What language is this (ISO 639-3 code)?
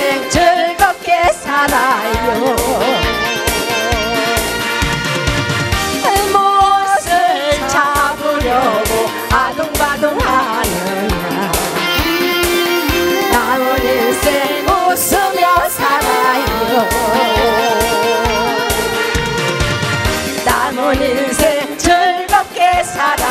kor